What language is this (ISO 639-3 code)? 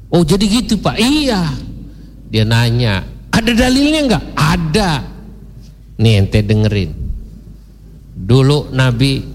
ind